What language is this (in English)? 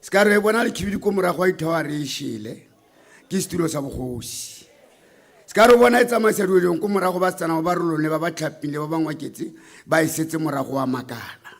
Tswana